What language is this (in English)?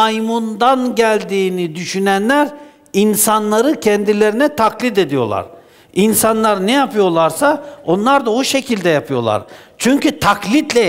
Turkish